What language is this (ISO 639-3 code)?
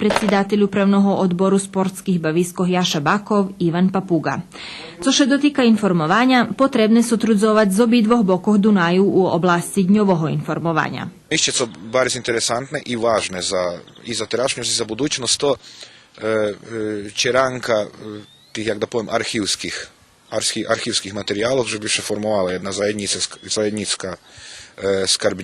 rue